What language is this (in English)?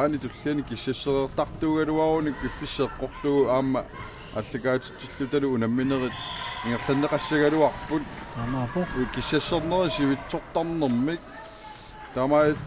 Kalaallisut